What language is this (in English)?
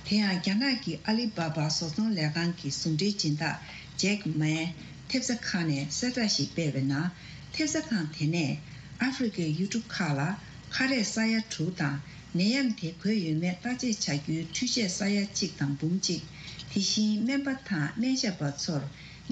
Tibetan